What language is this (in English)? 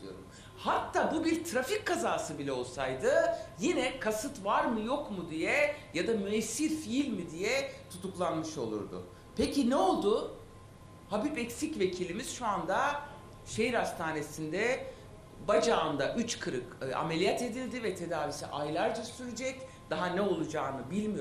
Turkish